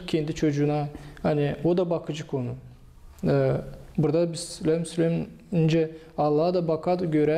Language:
Gagauz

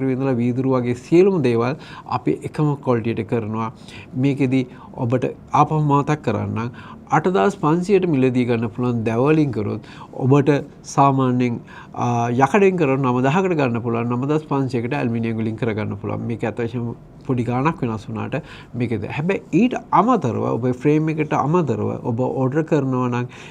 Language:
Sinhala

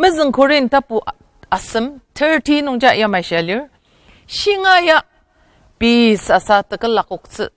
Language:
Ao Naga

